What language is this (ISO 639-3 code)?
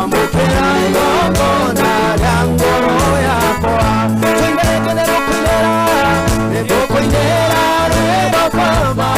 kik